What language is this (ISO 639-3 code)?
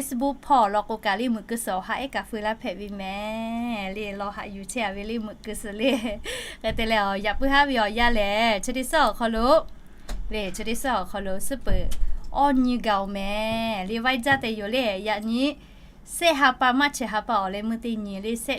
lhu